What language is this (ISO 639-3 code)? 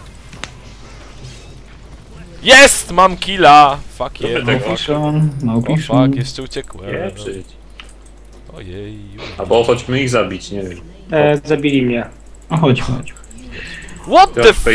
pol